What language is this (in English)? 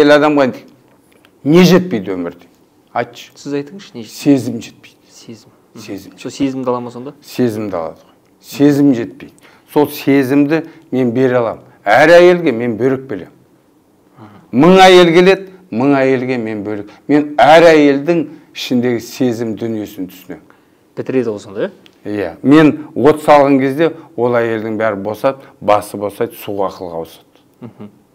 Kazakh